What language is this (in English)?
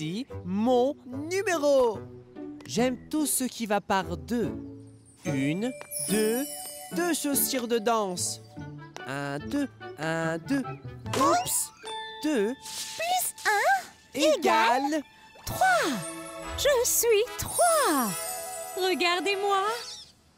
French